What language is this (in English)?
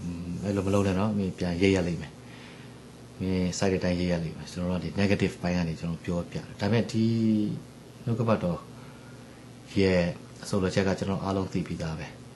Burmese